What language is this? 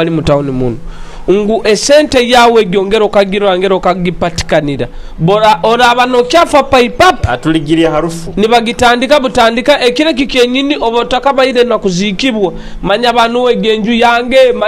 Nyoro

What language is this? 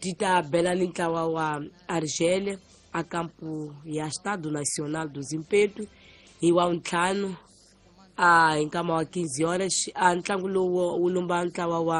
Tsonga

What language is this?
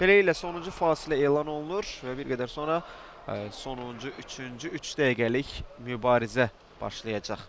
Azerbaijani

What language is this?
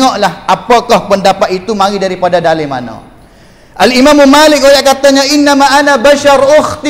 Malay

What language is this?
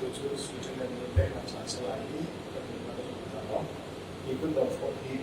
Hakha Chin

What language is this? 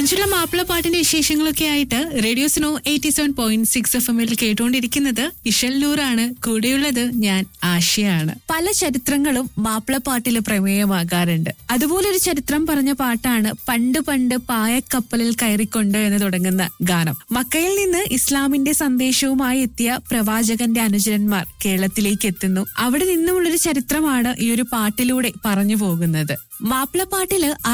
Malayalam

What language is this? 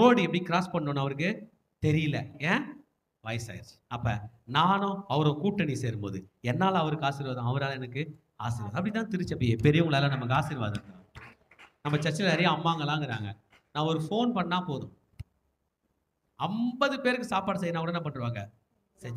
Tamil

